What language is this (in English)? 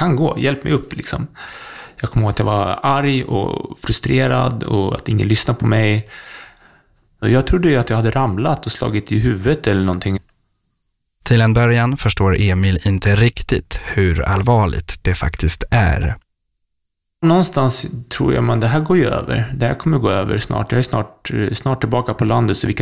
Swedish